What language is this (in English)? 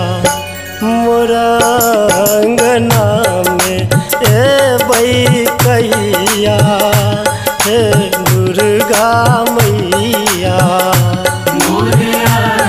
Bhojpuri